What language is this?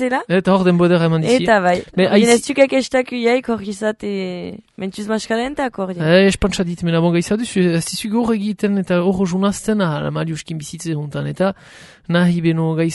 Basque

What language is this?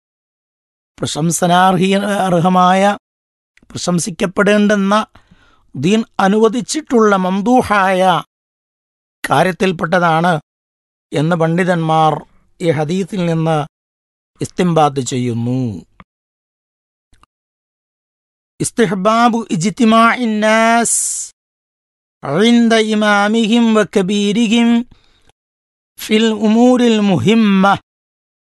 Malayalam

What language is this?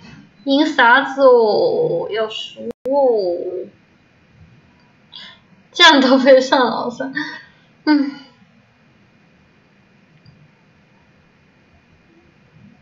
Chinese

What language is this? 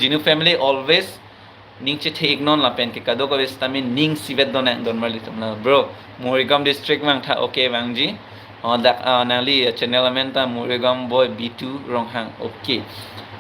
Karbi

